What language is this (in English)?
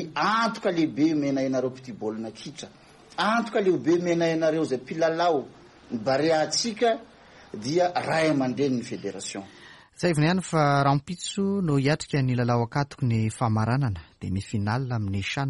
Malagasy